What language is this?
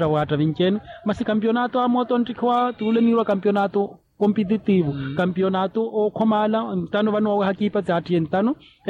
Makhuwa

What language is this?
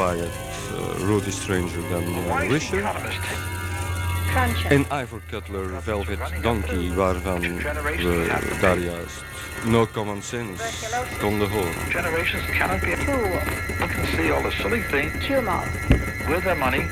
Dutch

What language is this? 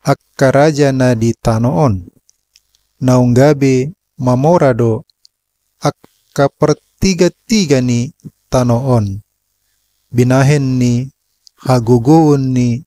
Batak Toba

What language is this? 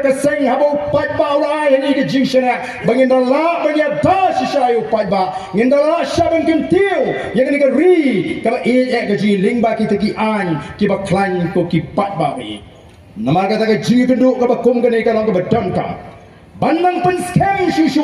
Khasi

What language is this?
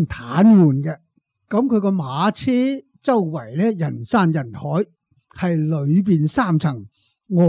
Cantonese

